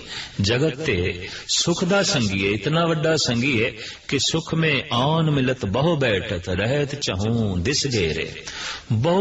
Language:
Punjabi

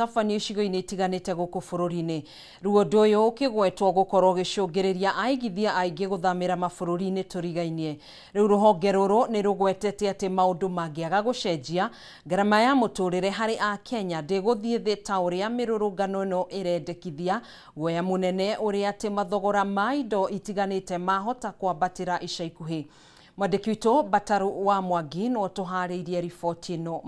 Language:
Kikuyu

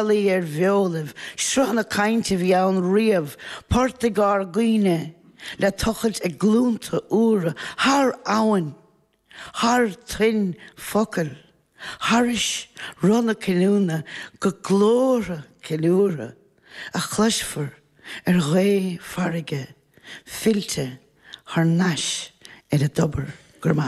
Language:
Irish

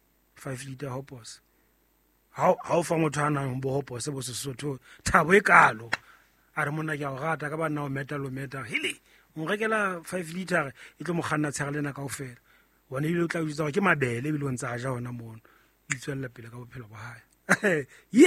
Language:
Southern Sotho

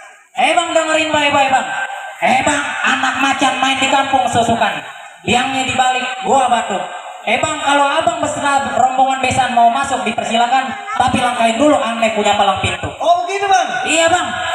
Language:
Betawi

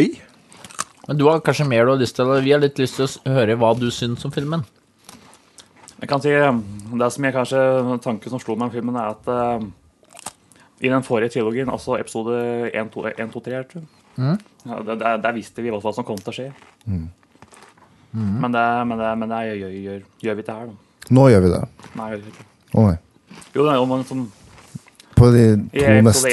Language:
Norwegian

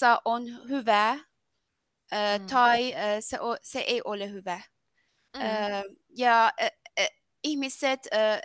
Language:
Finnish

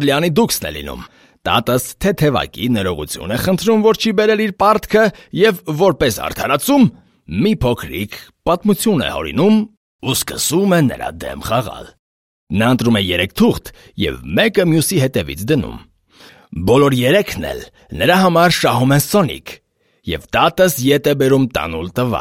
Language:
Armenian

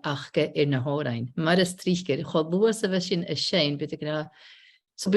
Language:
Scottish Gaelic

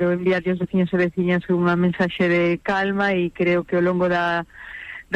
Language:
Galician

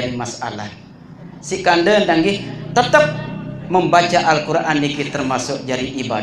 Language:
Sasak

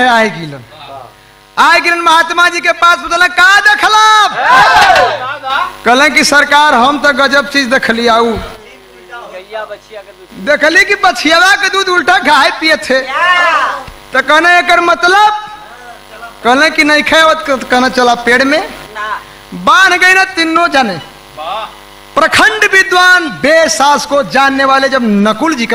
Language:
Bhojpuri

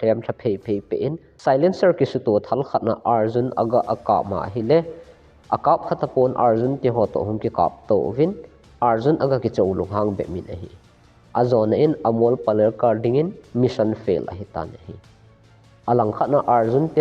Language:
Thado Chin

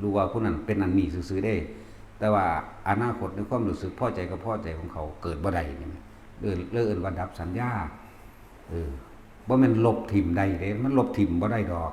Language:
Lao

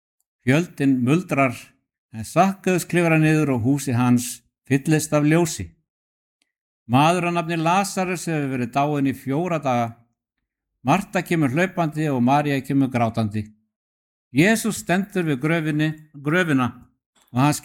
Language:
Icelandic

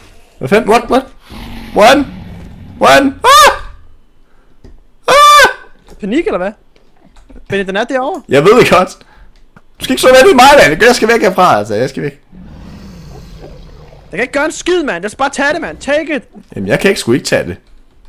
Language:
Danish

